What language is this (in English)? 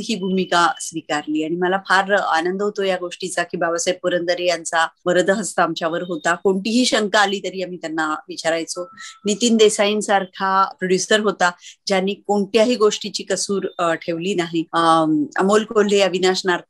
Marathi